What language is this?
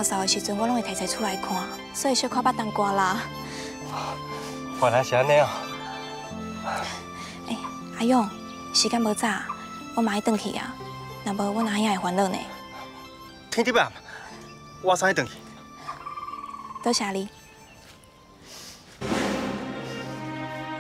Min Nan Chinese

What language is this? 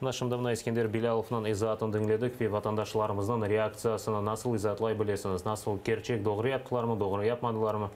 Crimean Tatar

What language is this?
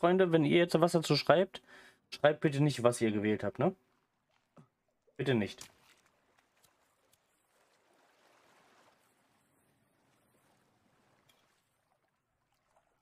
German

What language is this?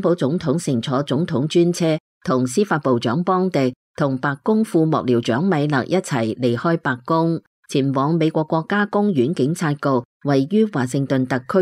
Cantonese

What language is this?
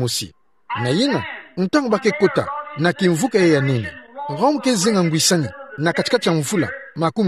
Kituba (Democratic Republic of Congo)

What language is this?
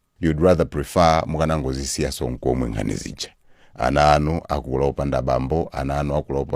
Nyanja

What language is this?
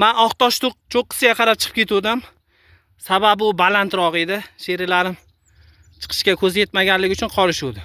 Uzbek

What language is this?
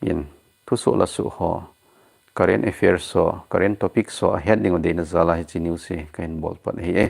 Thado Chin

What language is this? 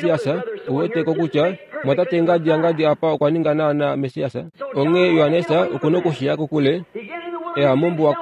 Kuanyama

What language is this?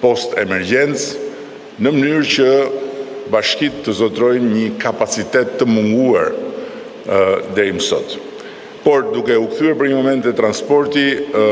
Albanian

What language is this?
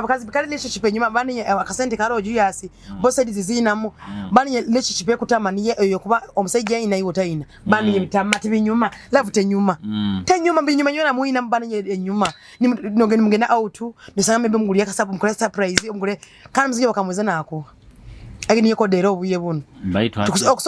Nyoro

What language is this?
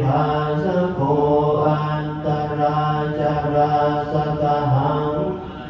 Pali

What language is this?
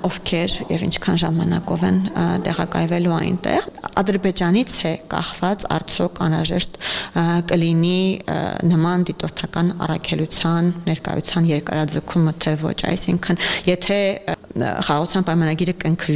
Armenian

